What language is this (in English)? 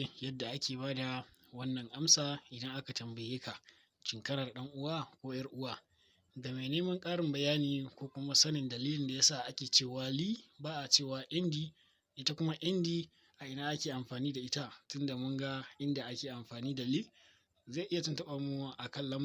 Hausa